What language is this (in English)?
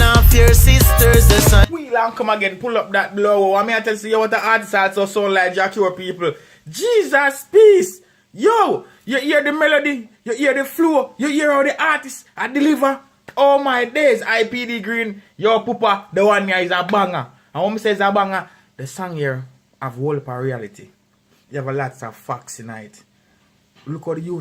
Jamaican Creole English